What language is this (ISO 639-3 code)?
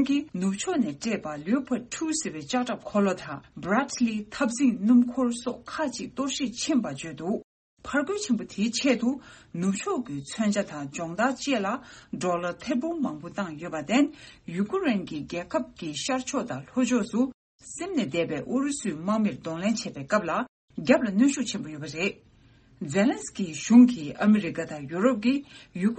bod